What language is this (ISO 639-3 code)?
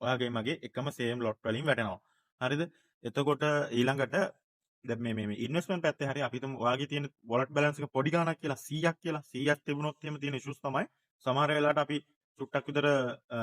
sin